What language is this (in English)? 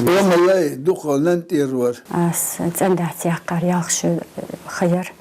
Ingush